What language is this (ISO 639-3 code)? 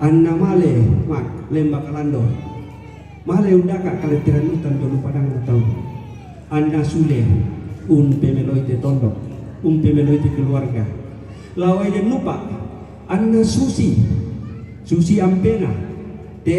sda